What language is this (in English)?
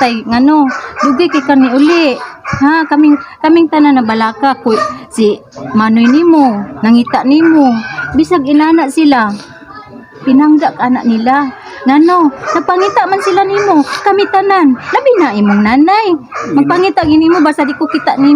Cebuano